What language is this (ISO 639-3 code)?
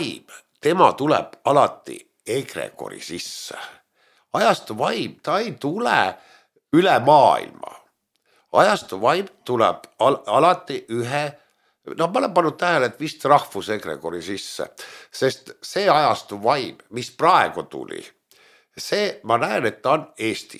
est